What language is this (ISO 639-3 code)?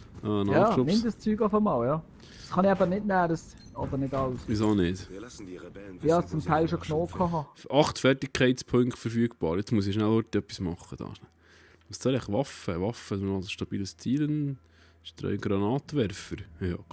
gsw